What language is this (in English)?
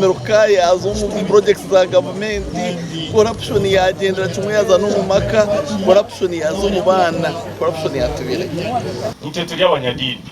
Nyankole